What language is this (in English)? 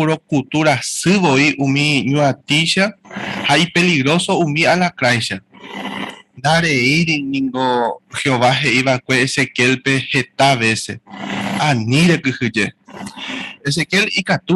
Guarani